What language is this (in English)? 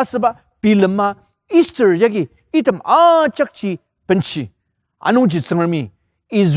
Ao Naga